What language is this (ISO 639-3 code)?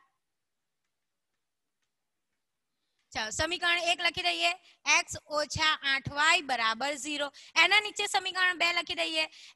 guj